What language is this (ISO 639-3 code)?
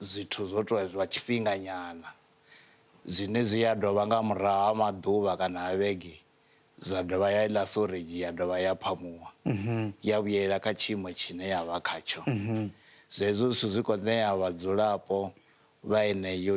ven